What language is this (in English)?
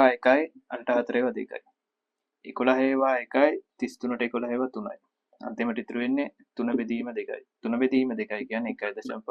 Sinhala